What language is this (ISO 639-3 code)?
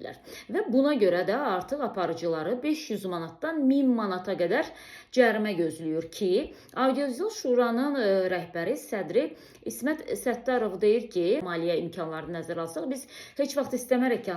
aze